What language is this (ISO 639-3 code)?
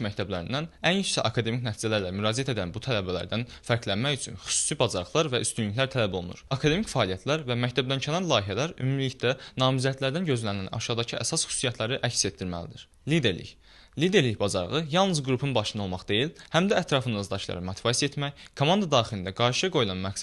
aze